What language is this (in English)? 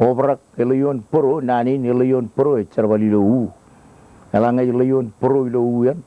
Marshallese